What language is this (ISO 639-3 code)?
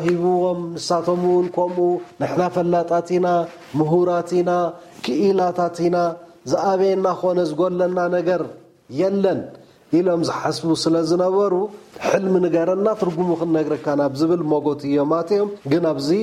tir